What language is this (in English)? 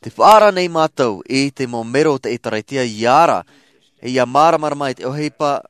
Tahitian